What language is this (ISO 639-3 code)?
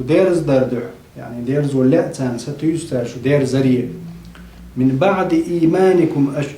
che